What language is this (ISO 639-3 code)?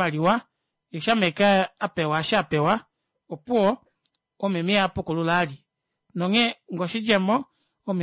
kua